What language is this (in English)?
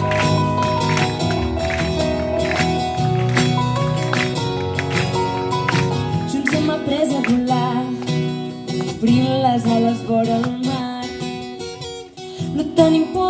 Catalan